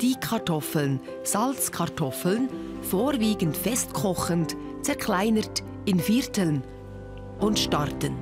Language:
Swiss German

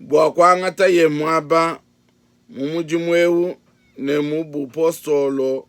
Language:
Luba-Lulua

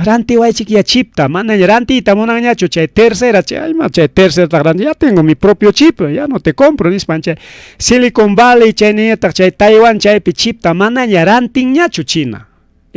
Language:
Ayacucho Quechua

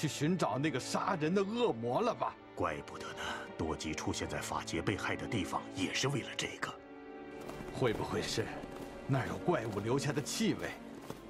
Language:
Chinese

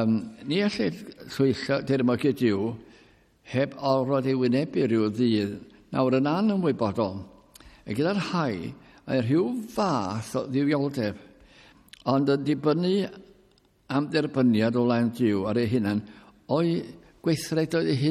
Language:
Welsh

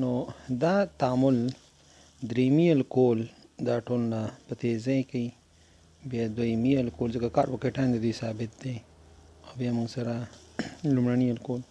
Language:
Pashto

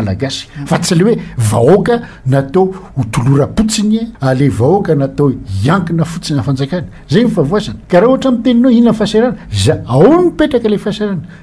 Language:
Malagasy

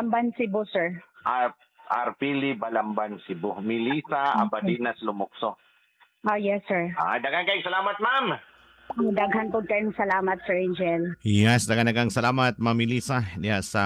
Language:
Cebuano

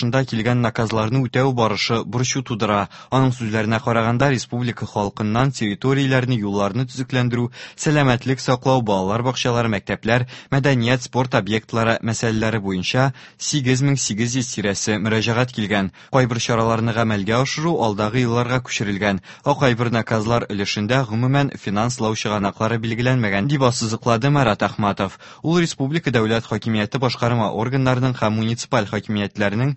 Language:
Tatar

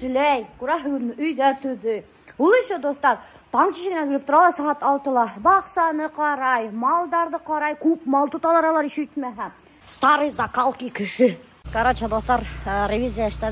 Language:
Bashkir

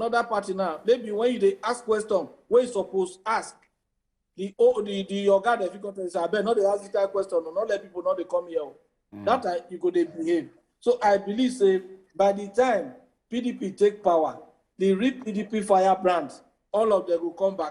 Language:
Nigerian Pidgin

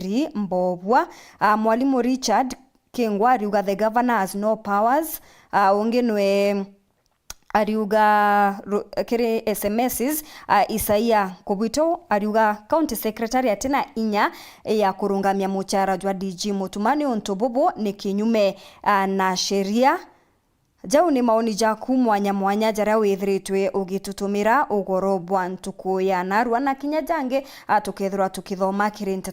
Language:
Meru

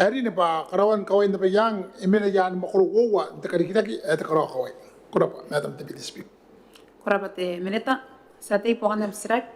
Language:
Gilbertese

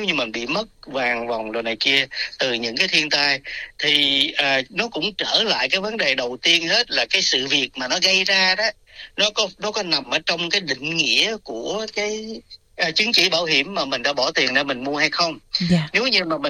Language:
Vietnamese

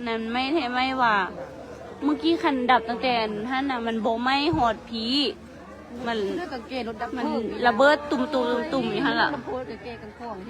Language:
Northeastern Thai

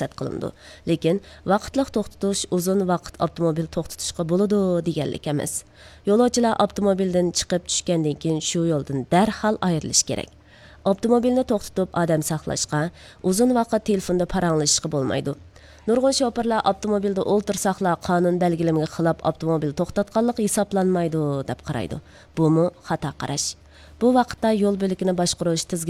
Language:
Uyghur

